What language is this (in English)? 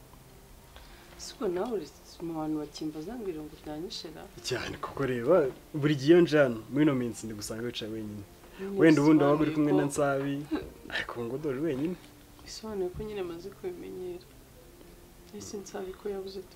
Kinyarwanda